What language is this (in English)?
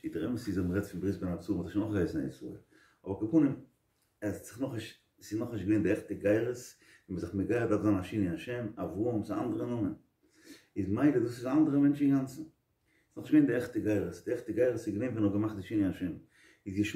Yiddish